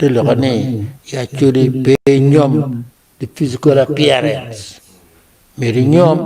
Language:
Acoli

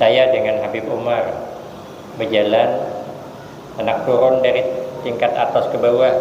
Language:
Banjar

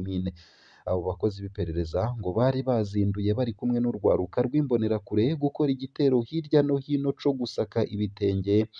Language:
Rundi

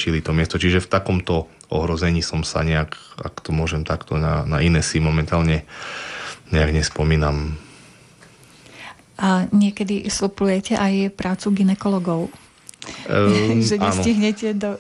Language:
Slovak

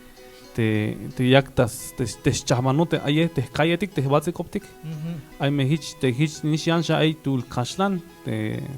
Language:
Tzeltal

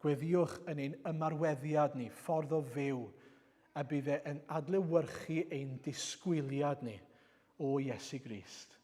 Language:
Welsh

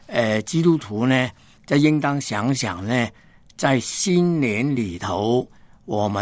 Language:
Chinese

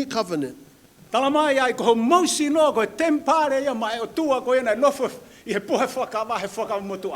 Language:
Tongan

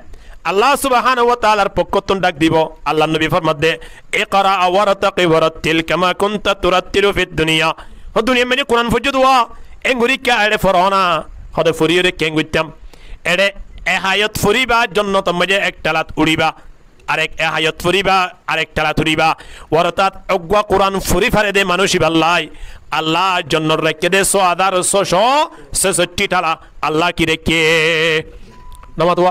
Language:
Rohingya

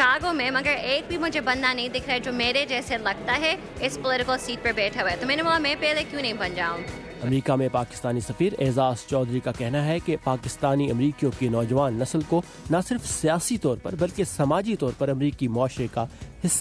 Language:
Urdu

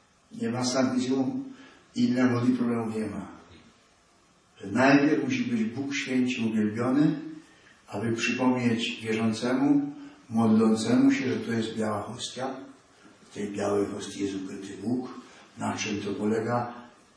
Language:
Polish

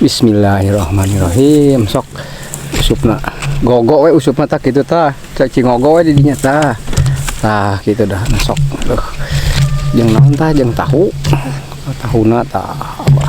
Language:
Sundanese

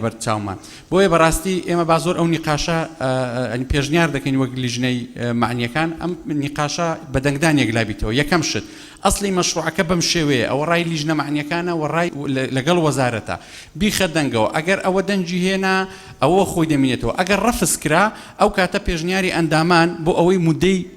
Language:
Central Kurdish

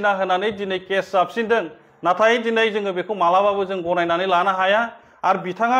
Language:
Bodo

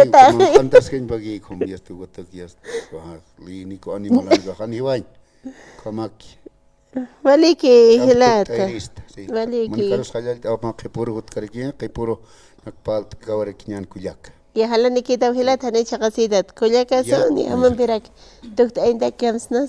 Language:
Aymara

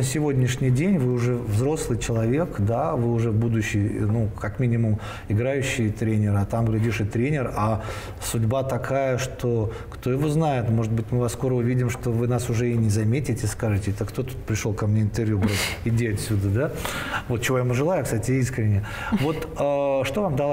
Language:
Russian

